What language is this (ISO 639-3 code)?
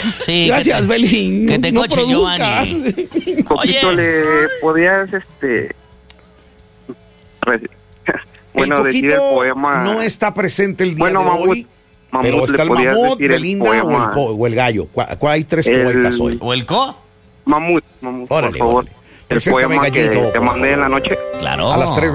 spa